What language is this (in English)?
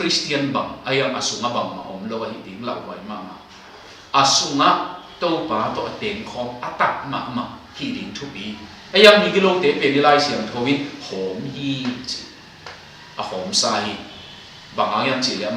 Tedim Chin